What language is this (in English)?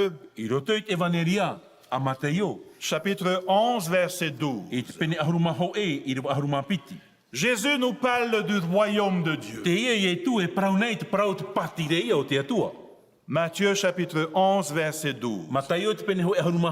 Tahitian